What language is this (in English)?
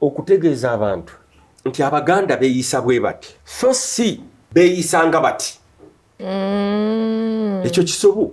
Ganda